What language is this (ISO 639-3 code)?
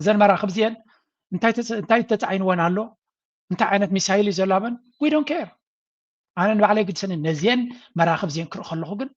tir